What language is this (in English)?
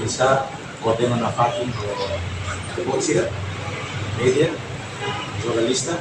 Tetum